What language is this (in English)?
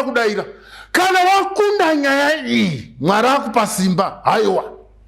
Shona